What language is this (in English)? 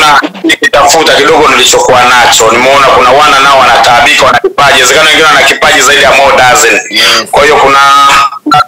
Swahili